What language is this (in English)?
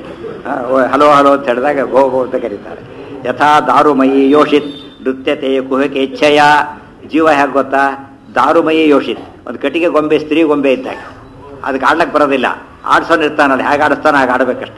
Kannada